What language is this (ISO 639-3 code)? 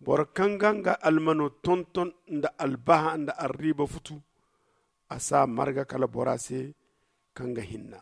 dje